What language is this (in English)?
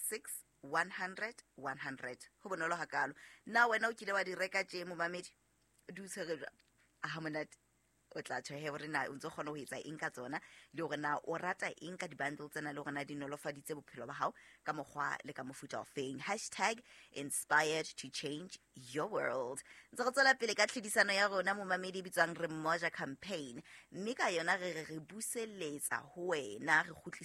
Southern Sotho